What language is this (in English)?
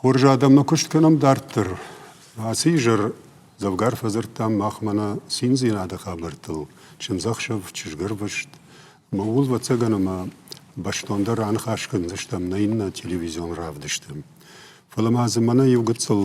Ossetic